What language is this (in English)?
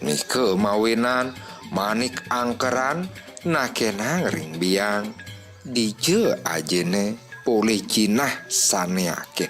Balinese